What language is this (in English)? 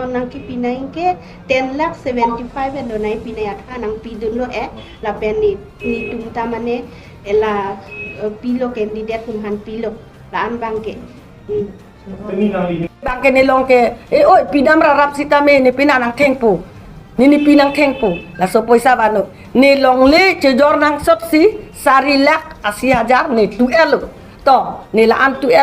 Karbi